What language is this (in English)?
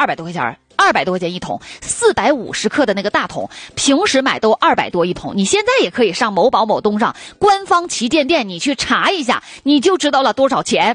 Chinese